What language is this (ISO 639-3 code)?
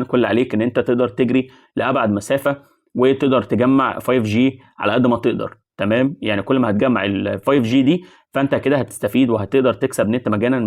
arz